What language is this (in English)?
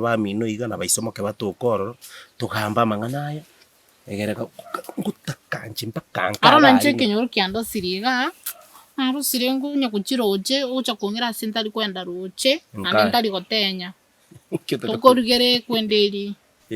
Gusii